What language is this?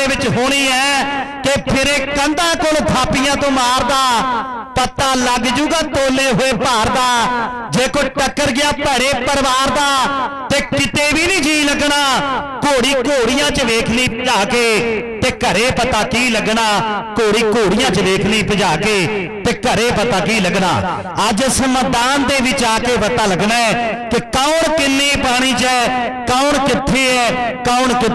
Punjabi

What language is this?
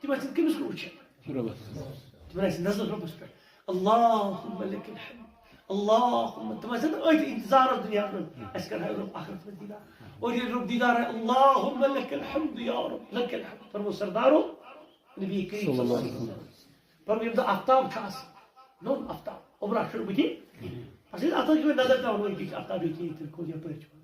Kashmiri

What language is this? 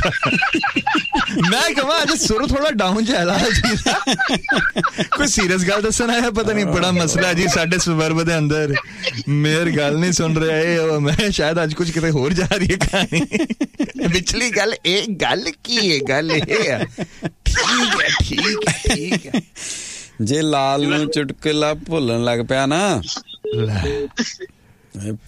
Punjabi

